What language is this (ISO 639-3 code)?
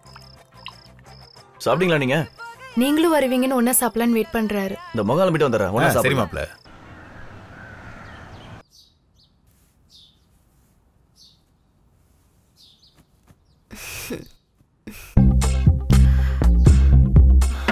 tam